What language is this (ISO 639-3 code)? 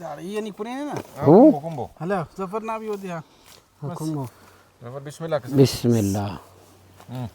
brh